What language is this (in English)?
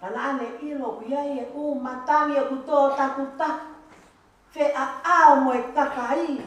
Tongan